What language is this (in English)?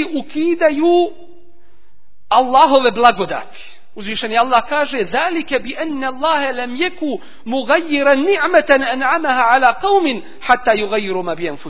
Bosnian